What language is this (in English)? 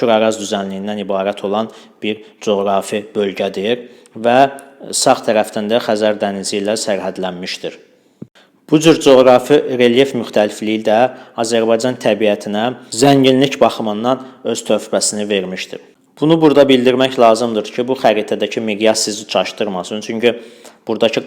Azerbaijani